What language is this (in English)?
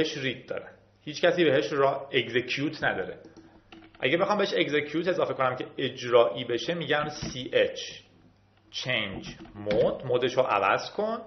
Persian